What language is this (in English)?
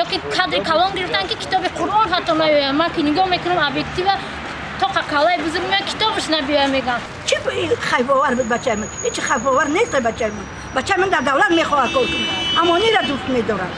Tajik